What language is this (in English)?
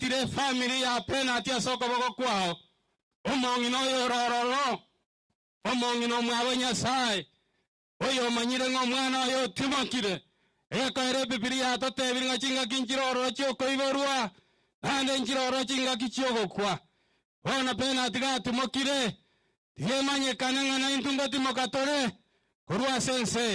Gusii